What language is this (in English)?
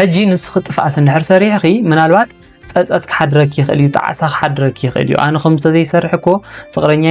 Tigrinya